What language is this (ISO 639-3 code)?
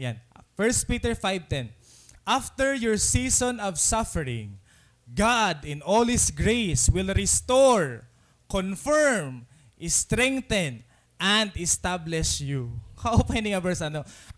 war